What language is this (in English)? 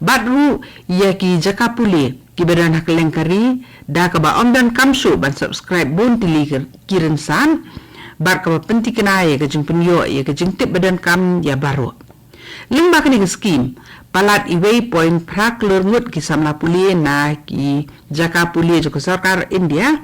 Khasi